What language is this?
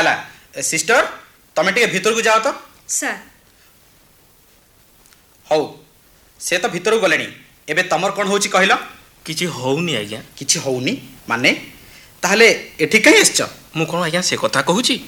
Odia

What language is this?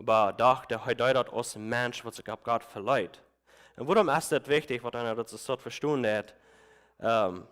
Plautdietsch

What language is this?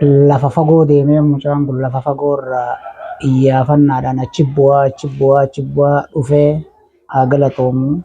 Oromo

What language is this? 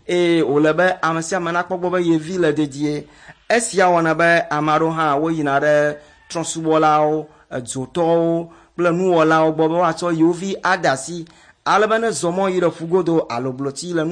Ewe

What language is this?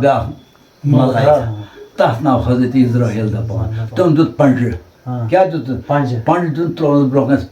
Kashmiri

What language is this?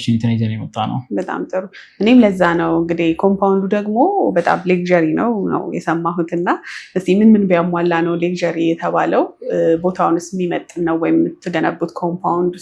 Amharic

